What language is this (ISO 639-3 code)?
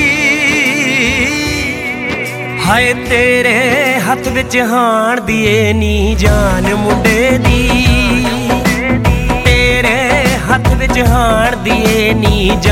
pan